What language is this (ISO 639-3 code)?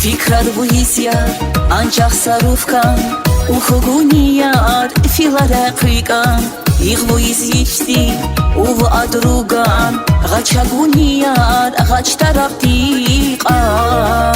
tab